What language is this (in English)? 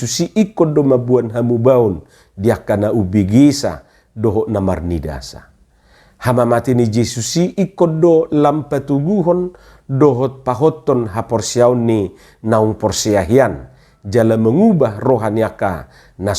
Batak Toba